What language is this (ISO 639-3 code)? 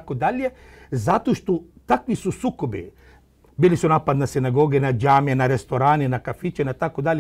hrv